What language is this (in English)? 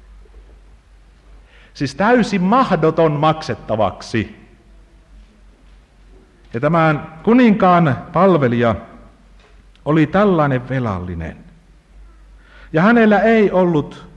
Finnish